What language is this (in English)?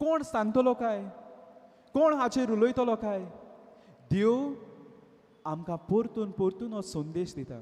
Konkani